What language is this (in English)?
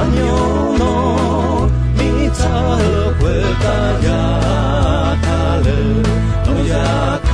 Akha